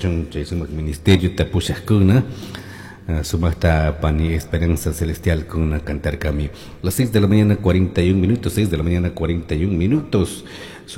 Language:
Chimborazo Highland Quichua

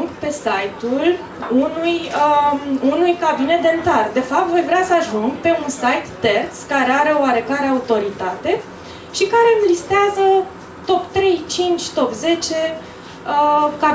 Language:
Romanian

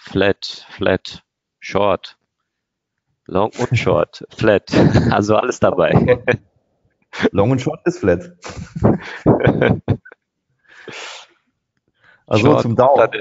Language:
German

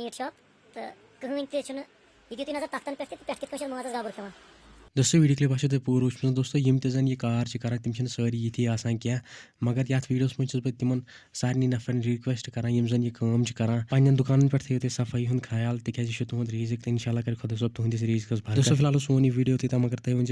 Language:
Kashmiri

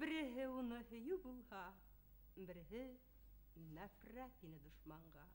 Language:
Bashkir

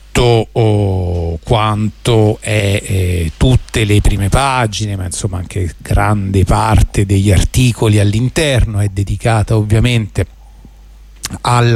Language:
Italian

